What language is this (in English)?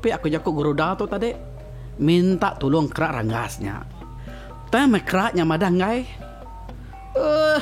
Iban